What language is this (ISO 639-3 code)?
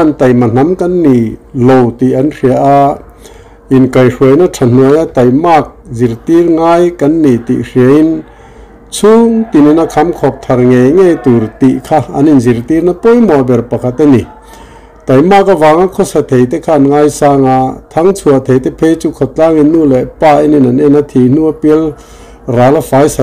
lus